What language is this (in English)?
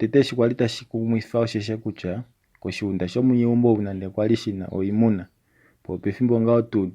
Kuanyama